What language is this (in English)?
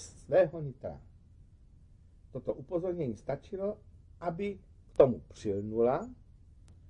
Czech